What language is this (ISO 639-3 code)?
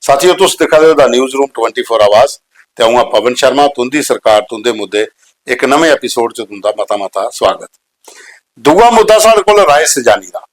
doi